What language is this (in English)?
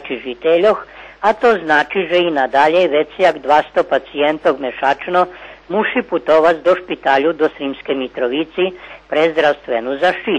Rusyn